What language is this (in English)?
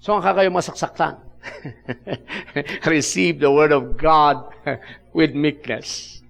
Iloko